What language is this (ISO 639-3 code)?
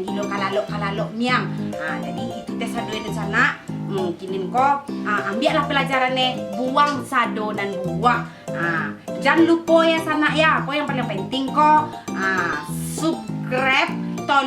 min